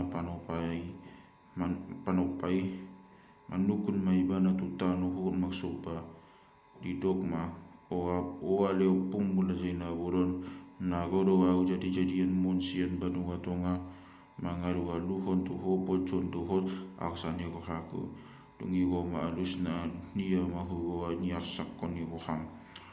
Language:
Batak Toba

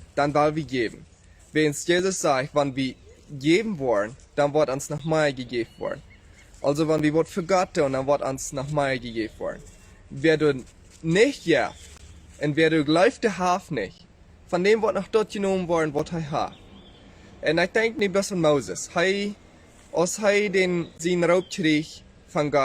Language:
Plautdietsch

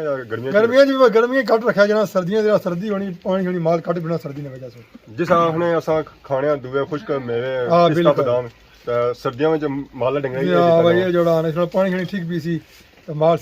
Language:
Pahari-Potwari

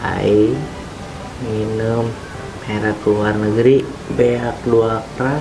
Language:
Sundanese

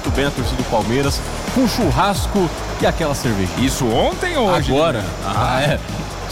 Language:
Portuguese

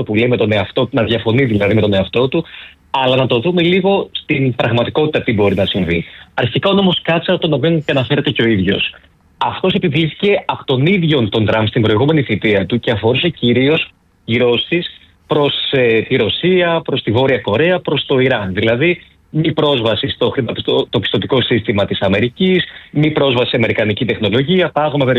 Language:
Greek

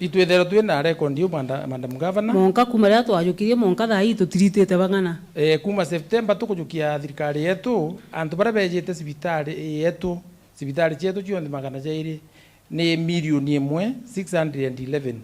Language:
Meru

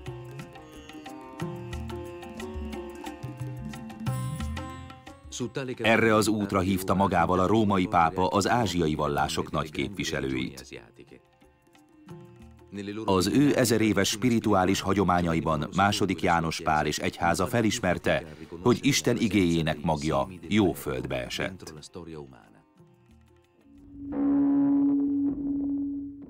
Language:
Hungarian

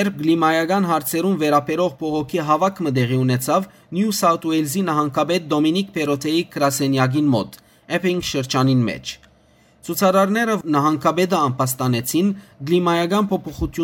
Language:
Western Armenian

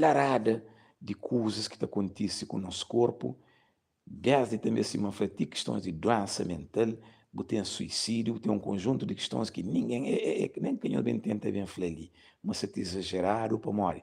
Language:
Kabuverdianu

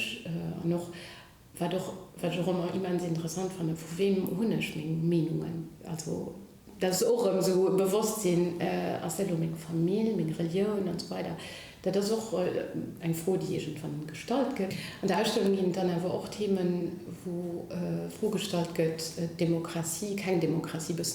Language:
Luxembourgish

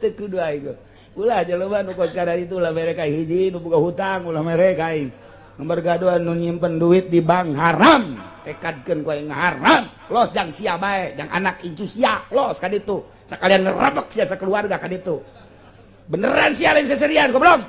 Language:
Sundanese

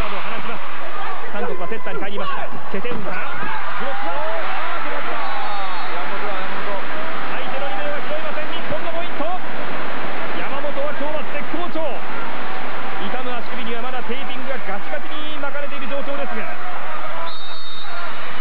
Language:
Japanese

